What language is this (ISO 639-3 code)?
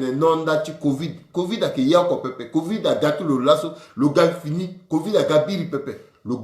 sag